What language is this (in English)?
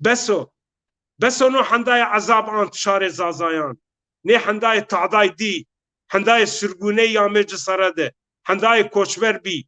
Zaza